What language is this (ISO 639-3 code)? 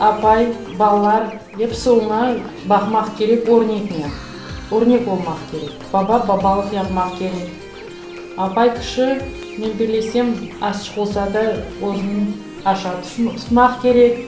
crh